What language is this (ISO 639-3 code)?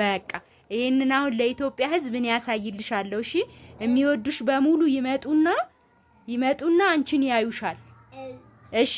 amh